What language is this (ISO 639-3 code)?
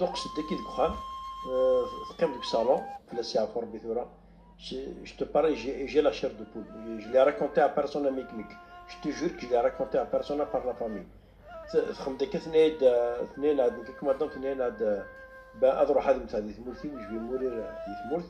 kab